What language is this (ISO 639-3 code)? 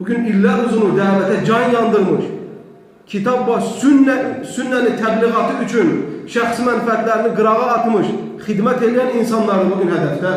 aze